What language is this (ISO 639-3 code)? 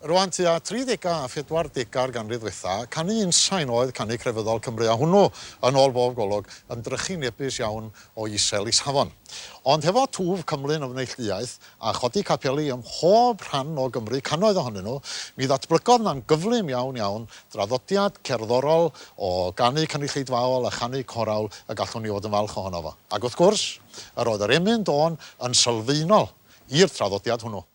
cym